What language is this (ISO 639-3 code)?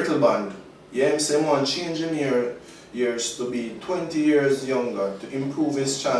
jam